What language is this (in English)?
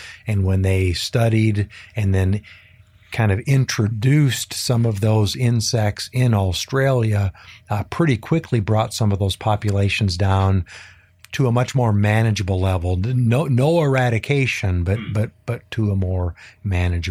English